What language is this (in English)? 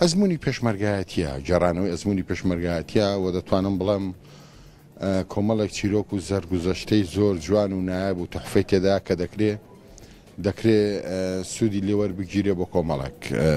Central Kurdish